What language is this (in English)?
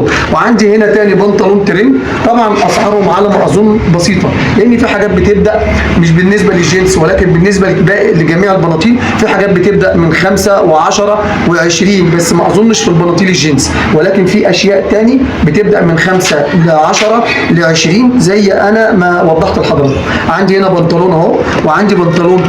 Egyptian Arabic